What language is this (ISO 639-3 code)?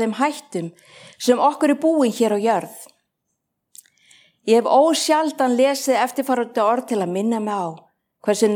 isl